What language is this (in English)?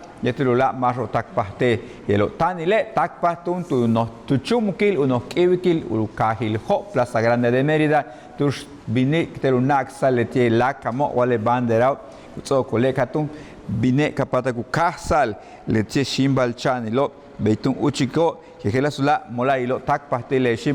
Yucateco